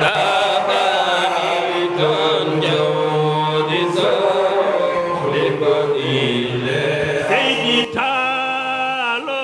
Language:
Fula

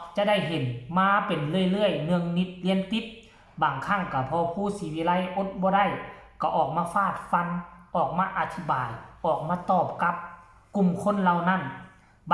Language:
Northeastern Thai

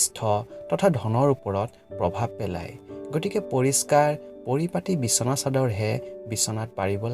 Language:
Assamese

